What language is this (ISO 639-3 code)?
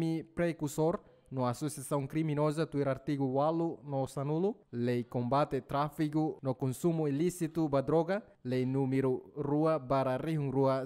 tet